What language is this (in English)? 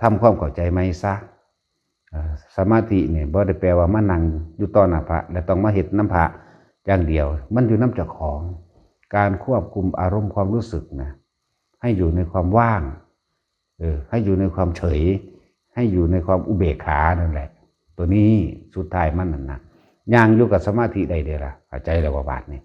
Lao